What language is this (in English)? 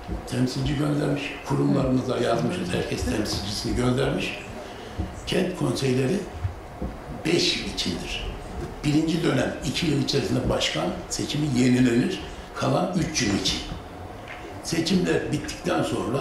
Turkish